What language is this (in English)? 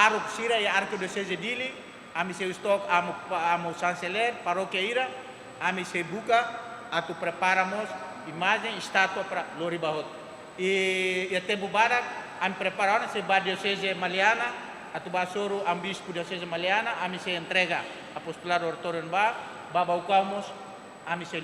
Tetum